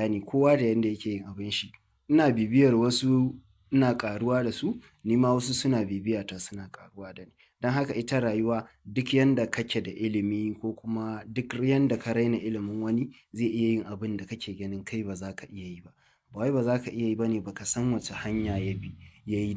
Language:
Hausa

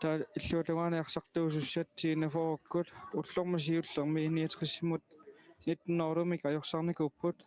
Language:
Kalaallisut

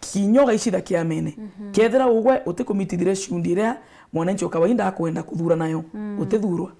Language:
Meru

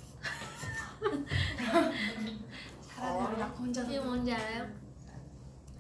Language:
Korean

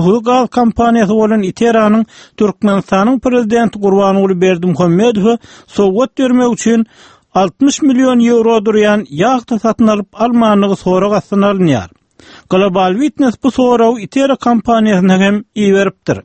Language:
Turkmen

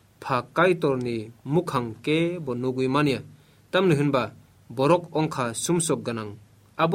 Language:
Kok Borok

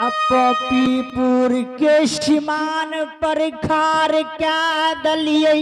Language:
Angika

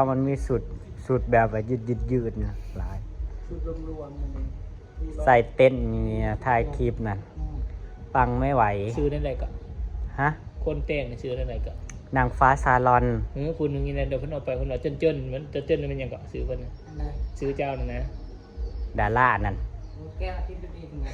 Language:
Northeastern Thai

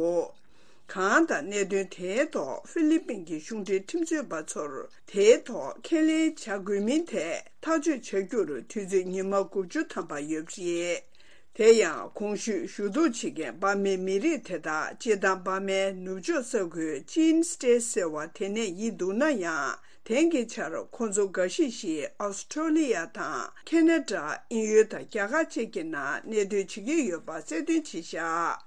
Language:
Tibetan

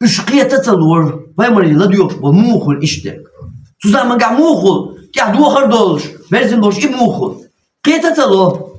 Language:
Chechen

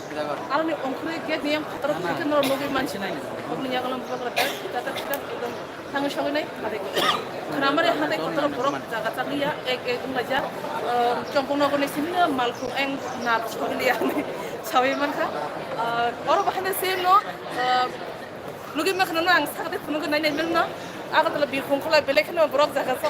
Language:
Kok Borok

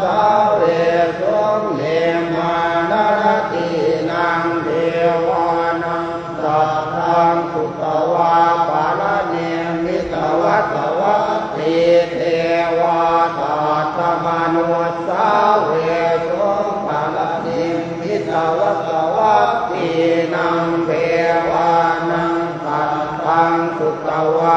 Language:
Pali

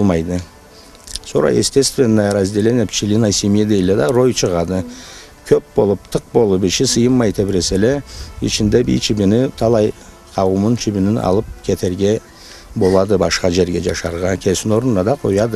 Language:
Karachay-Balkar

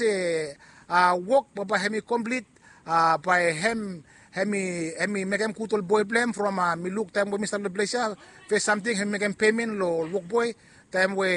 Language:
Bislama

